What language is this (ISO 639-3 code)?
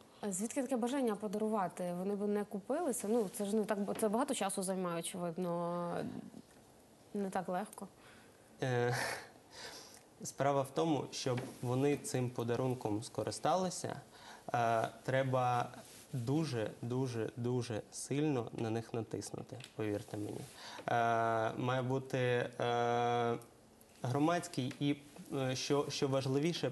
ukr